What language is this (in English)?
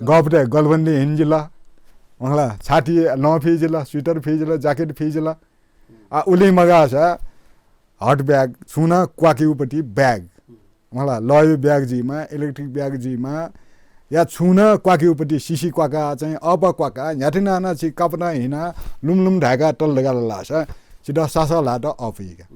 Newari